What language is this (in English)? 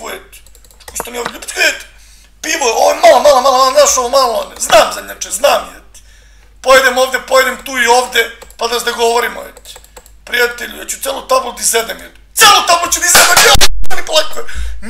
Serbian